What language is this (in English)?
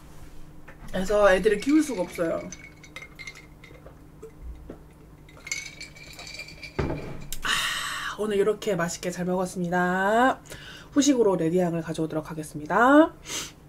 Korean